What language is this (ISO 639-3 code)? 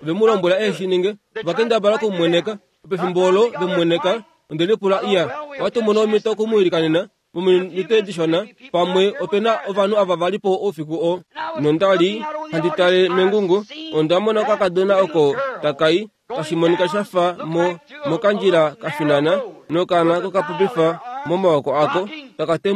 kua